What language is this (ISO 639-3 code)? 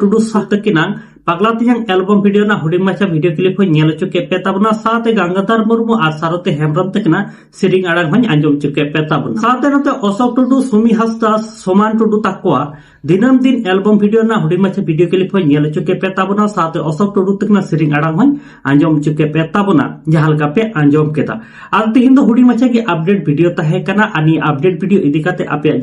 sat